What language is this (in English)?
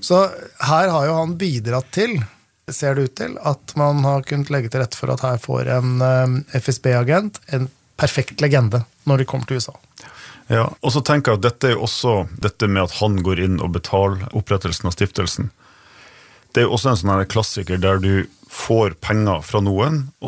Norwegian